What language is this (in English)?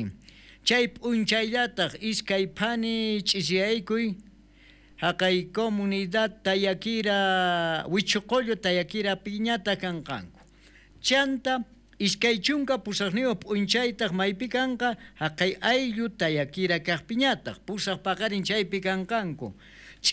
South Bolivian Quechua